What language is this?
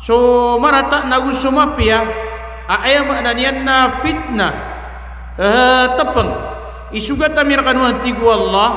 Maranao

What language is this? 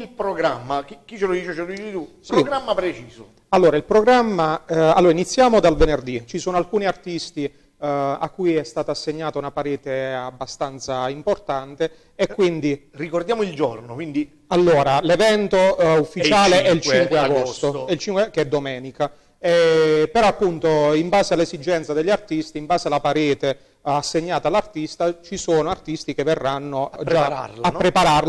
Italian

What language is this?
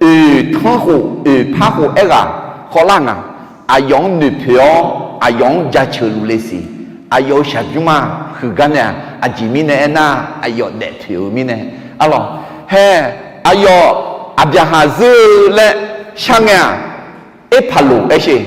Akha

